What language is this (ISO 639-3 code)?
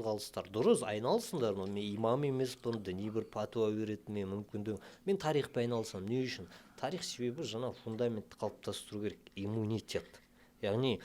kaz